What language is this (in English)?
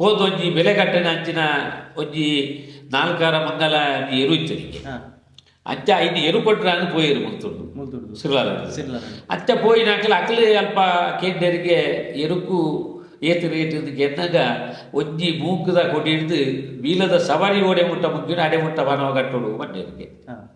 Tulu